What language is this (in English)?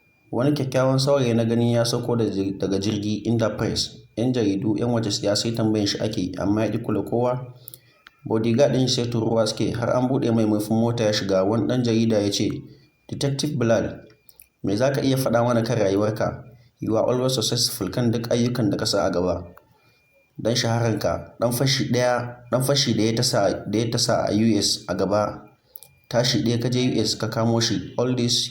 Hausa